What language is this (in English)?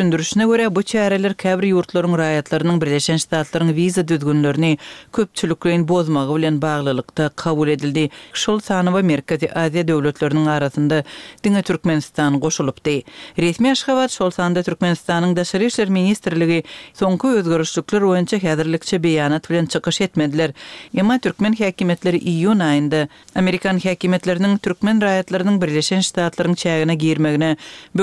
Turkmen